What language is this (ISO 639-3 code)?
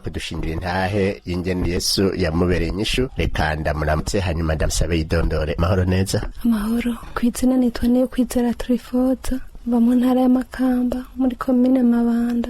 run